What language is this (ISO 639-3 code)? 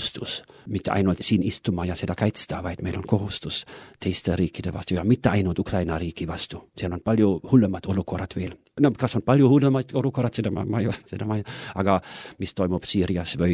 est